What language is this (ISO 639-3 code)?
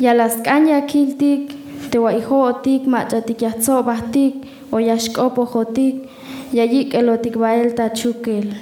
tzh